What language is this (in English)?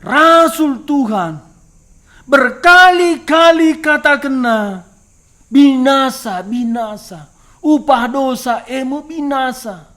Batak Karo